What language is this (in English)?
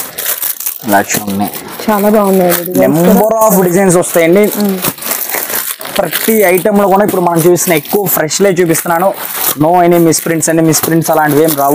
Telugu